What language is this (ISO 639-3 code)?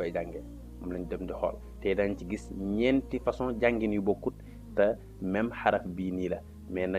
wol